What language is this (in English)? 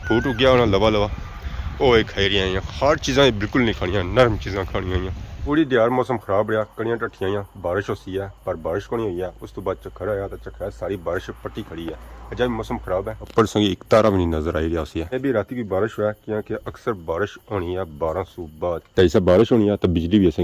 Pahari-Potwari